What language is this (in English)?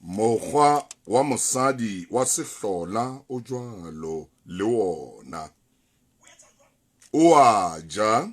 Southern Sotho